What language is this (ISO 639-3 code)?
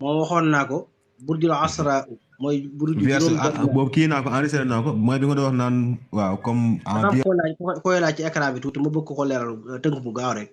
wol